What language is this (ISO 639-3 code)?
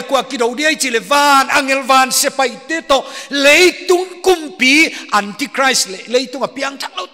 pck